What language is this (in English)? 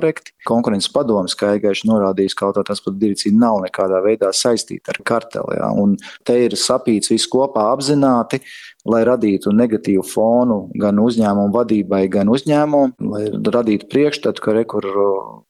Latvian